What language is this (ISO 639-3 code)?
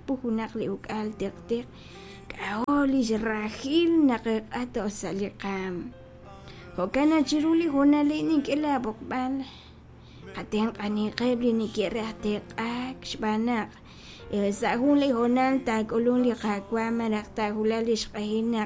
kek